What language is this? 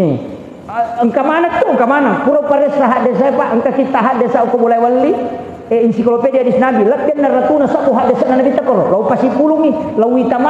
Buginese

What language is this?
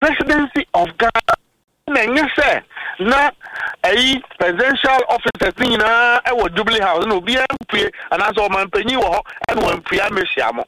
Akan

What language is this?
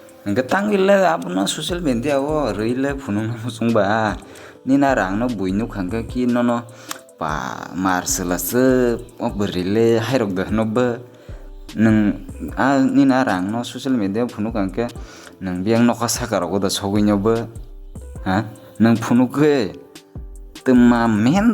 Kok Borok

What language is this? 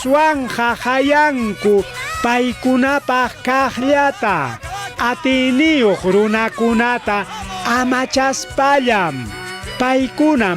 Ayacucho Quechua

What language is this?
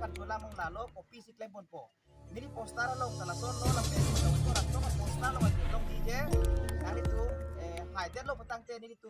Karbi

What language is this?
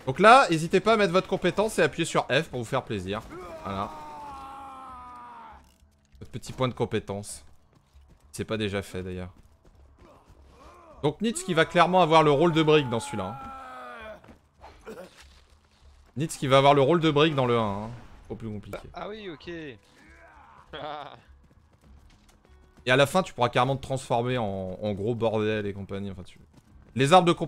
French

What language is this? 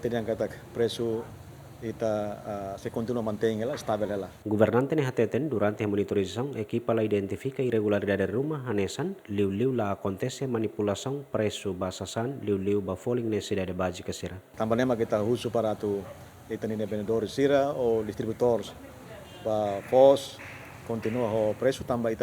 Tetum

